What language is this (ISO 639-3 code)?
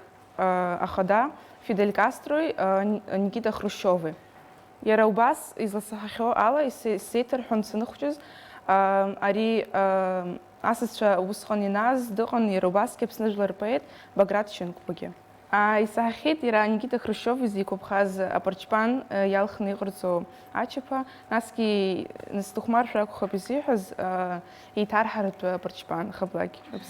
abk